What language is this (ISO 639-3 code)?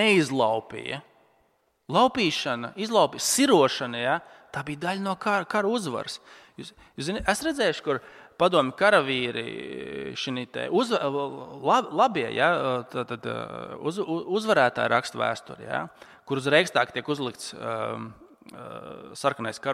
lav